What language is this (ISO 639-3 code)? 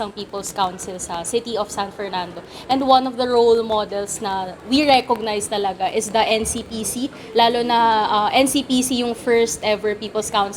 bik